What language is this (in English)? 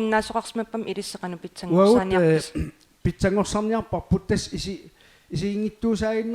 Kalaallisut